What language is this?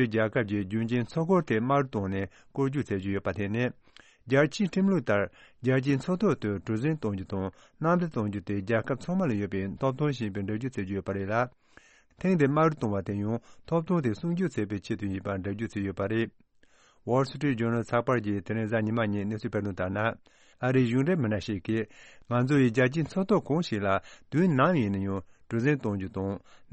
Tibetan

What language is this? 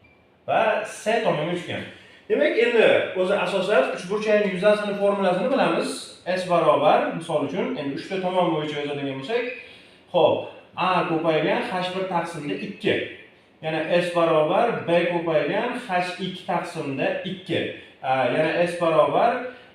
Uzbek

